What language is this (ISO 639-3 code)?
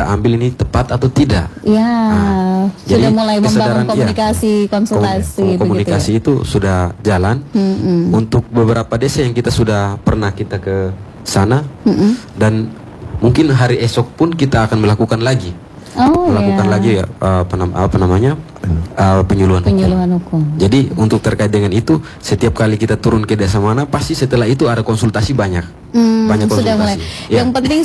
ind